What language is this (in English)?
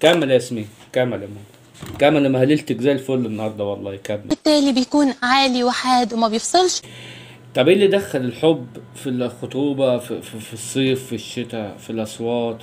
Egyptian Arabic